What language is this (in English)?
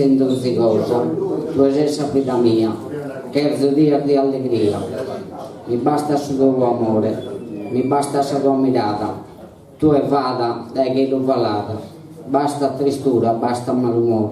Sardinian